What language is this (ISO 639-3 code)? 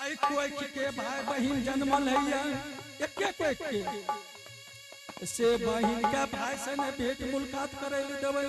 anp